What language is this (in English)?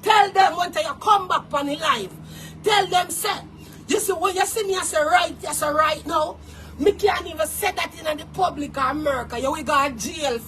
Jamaican Creole English